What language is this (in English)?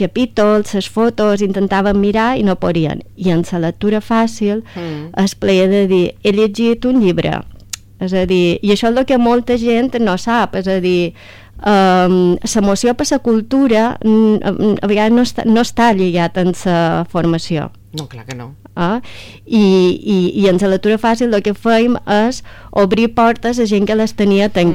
Catalan